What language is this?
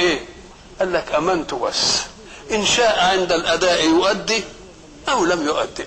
Egyptian Arabic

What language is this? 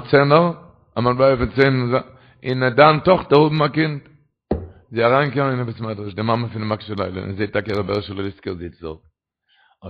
Yiddish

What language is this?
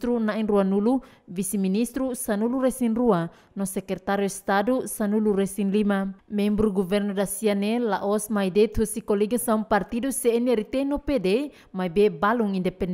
Tetum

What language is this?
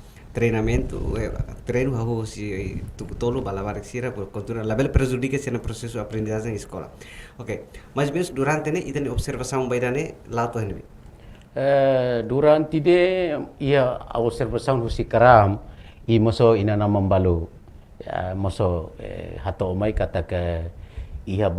Tetum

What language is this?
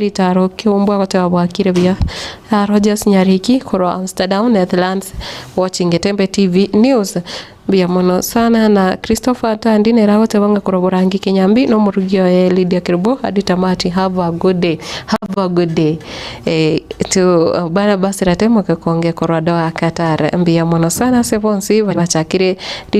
Gusii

